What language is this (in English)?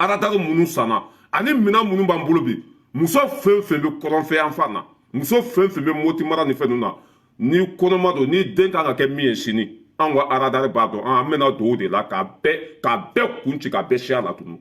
Bambara